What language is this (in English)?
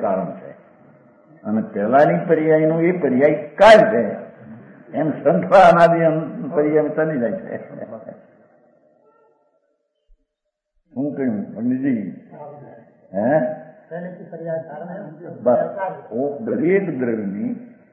Gujarati